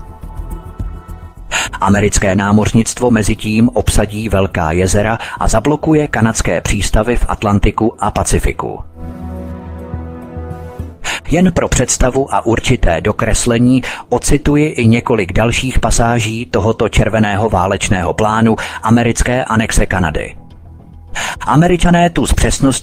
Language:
Czech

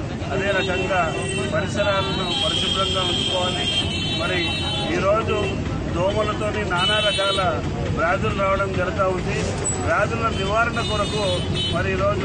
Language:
Telugu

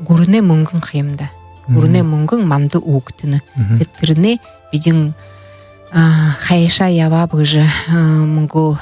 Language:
Buriat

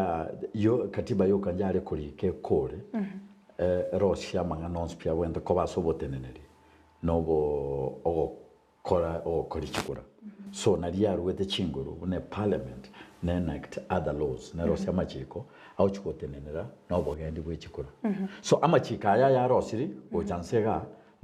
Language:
Gusii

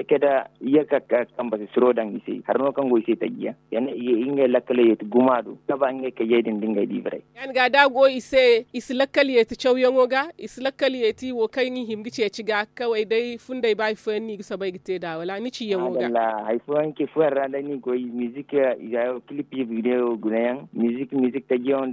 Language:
Zarma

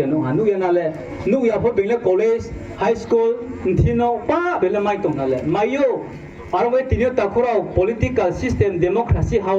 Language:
Riang (India)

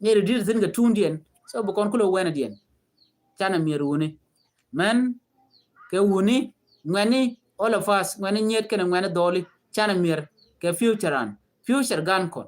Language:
Nuer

